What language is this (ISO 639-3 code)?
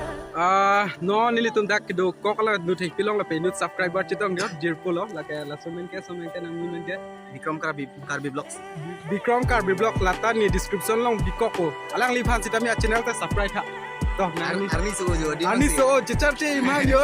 mjw